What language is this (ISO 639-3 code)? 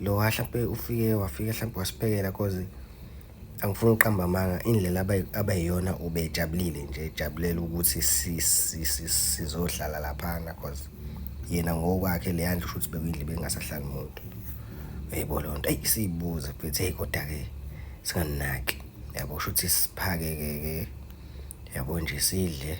zul